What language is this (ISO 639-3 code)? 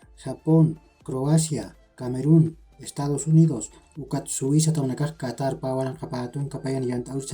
aym